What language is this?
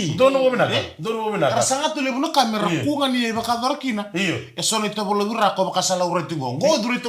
Fijian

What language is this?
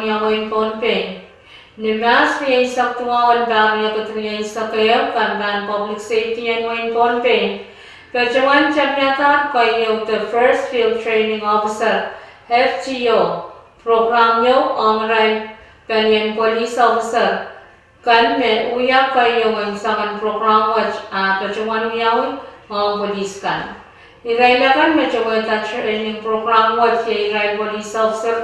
Pohnpeian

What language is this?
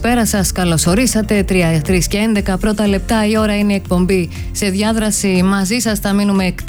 Greek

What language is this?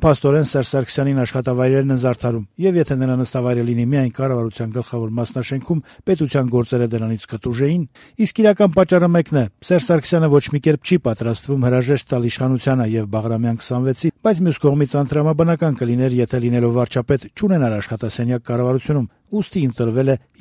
Armenian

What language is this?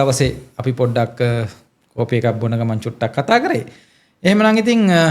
Sinhala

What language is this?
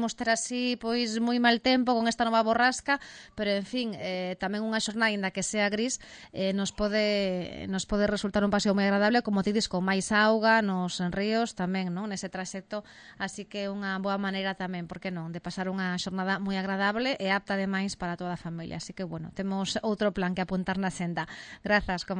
Galician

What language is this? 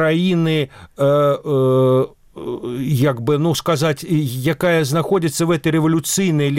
Belarusian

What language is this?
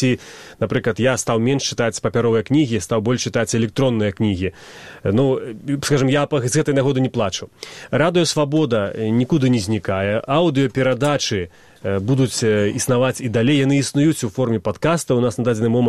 Belarusian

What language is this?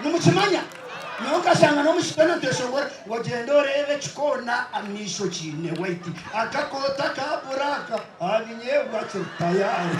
Nyankole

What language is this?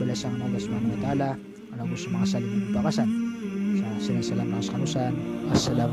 Maranao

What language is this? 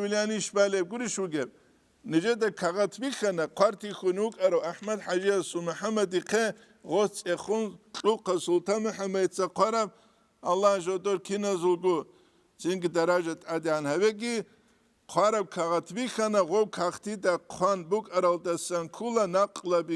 Avaric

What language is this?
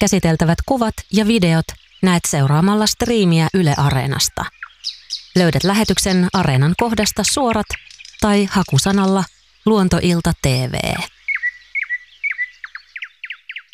Finnish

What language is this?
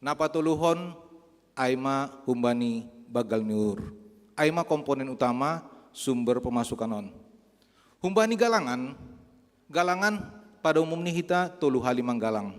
Batak Simalungun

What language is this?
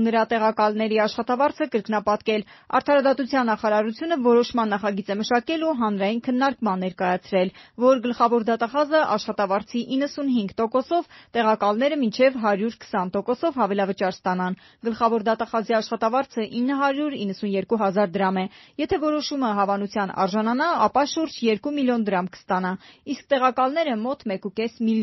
Armenian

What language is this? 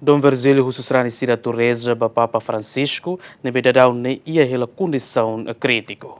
Tetum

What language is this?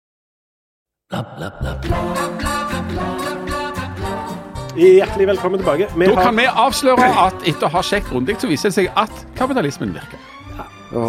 Norwegian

